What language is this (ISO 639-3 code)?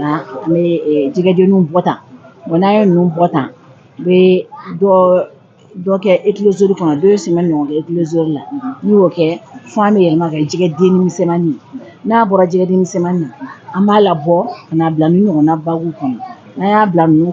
bam